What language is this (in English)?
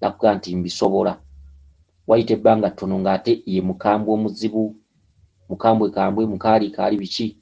Ganda